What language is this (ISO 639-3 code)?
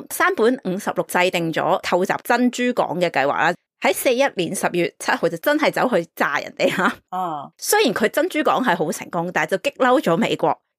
yue